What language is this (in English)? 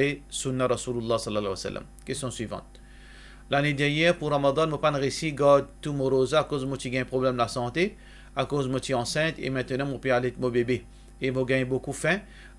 Morisyen